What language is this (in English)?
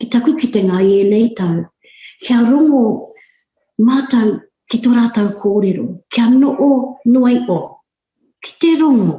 Māori